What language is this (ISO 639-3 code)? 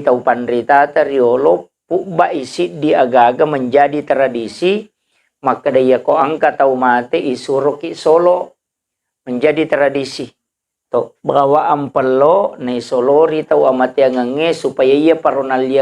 bug